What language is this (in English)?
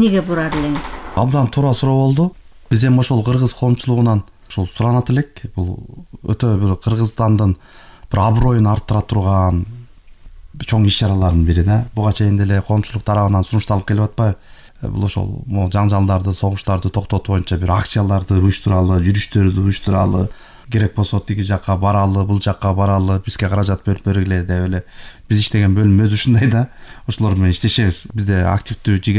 Kyrgyz